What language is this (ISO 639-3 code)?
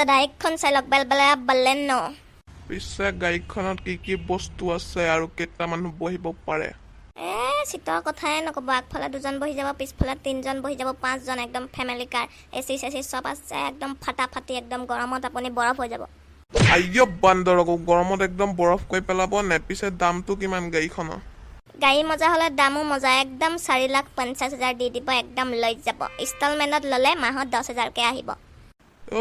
asm